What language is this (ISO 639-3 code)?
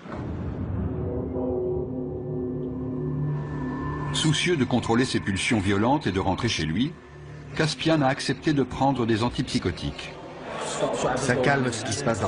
fra